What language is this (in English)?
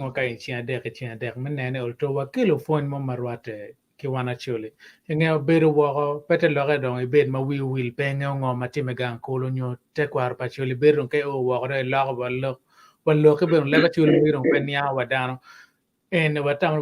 Acoli